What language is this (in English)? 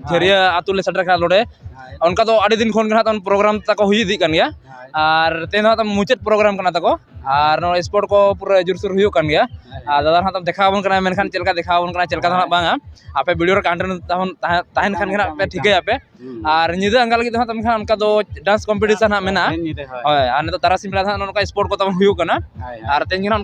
Santali